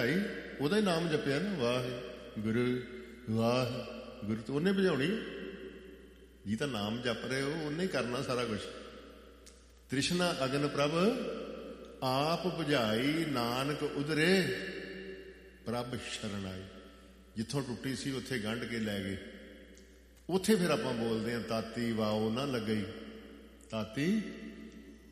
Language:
Punjabi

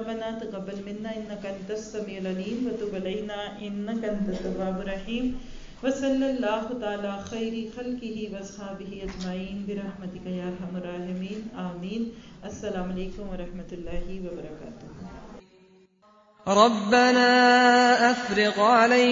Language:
Urdu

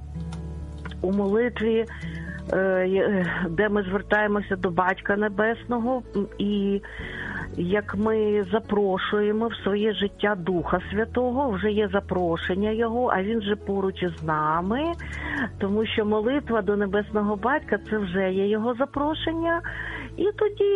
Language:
Ukrainian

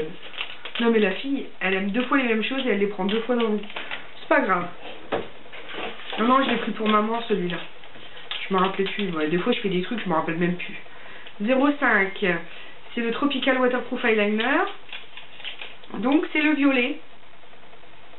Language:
French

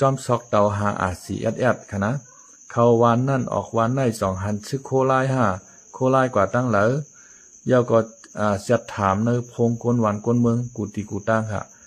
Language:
Shan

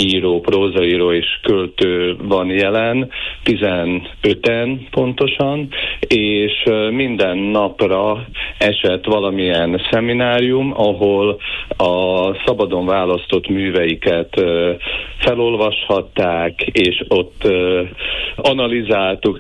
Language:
Hungarian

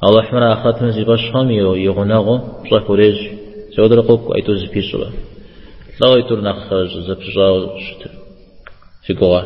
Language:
Kabardian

